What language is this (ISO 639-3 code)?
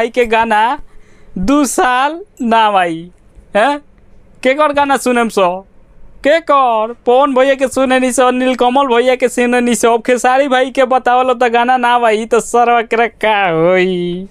bho